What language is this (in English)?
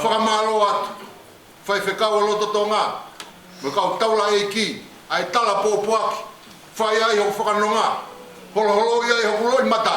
Tongan